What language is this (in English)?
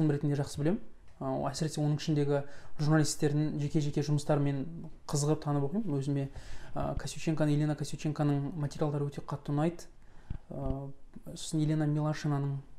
Kazakh